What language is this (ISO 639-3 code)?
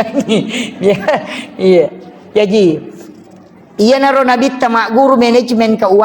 bug